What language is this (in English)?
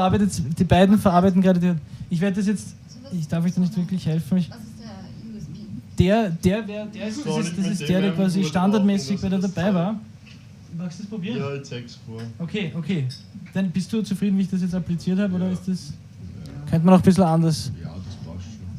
Bavarian